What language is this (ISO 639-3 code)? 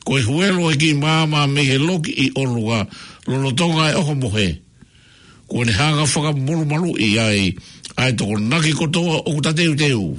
ton